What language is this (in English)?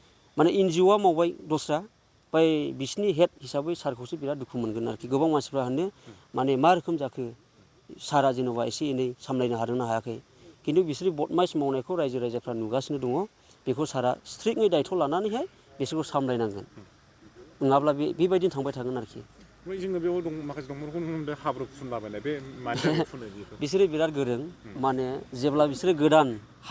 Bodo